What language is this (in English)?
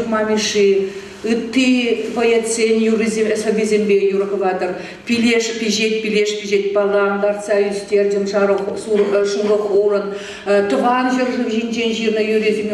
Chuvash